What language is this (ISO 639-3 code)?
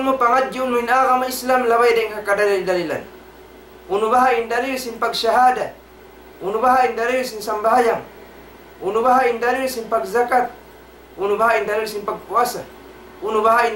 tsg